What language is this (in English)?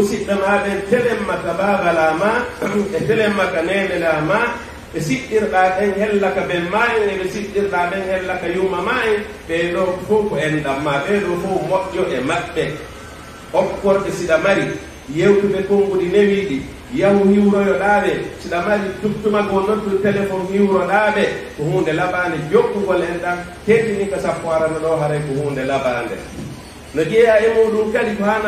Fula